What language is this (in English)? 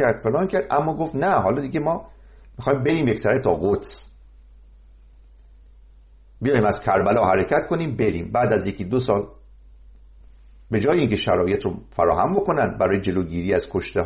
Persian